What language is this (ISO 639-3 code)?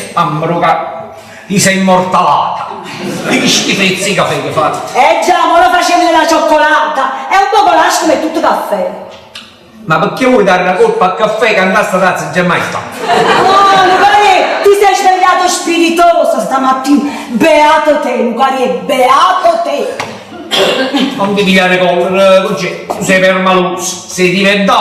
nap